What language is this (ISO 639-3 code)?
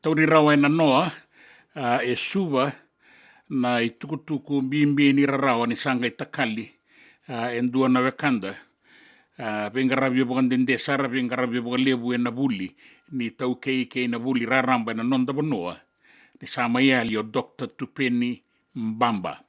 fij